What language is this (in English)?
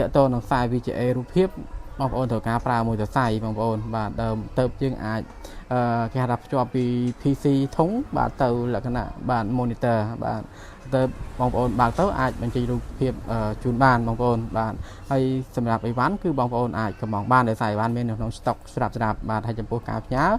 Khmer